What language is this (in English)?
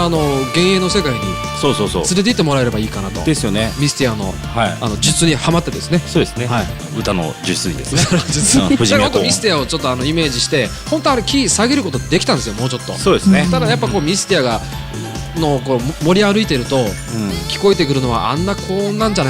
Japanese